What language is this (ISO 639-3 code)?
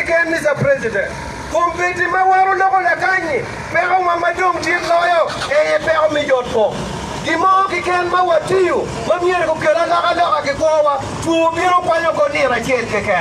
ach